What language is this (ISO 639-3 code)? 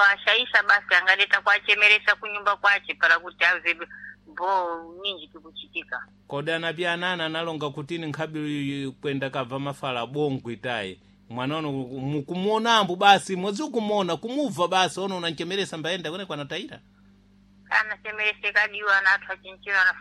seh